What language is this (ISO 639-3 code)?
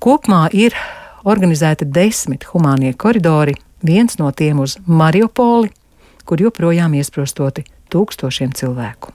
lav